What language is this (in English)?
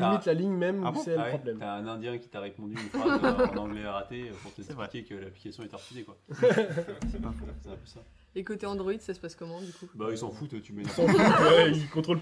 French